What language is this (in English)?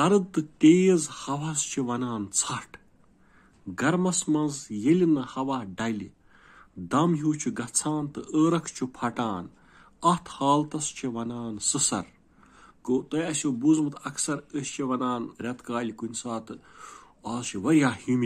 Kashmiri